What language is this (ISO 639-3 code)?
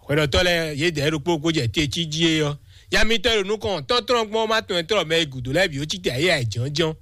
fon